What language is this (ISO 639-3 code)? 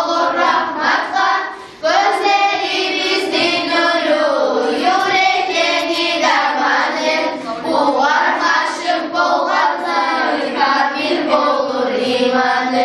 kum